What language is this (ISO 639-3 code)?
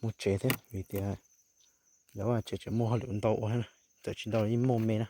hmn